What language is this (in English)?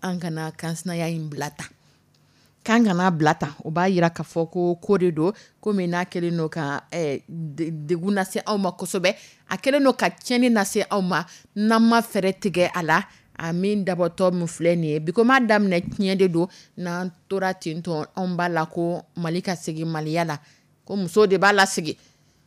Dyula